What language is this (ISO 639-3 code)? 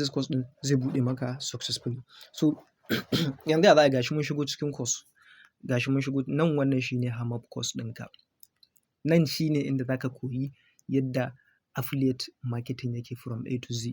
hau